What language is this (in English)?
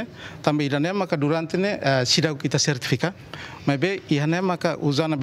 Tetum